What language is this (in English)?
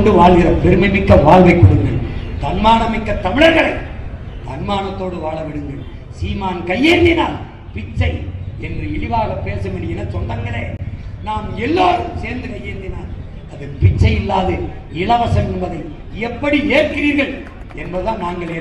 Tamil